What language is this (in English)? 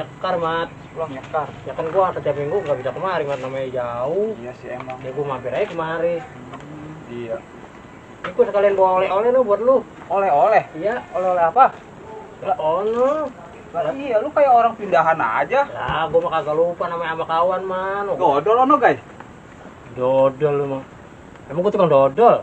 Betawi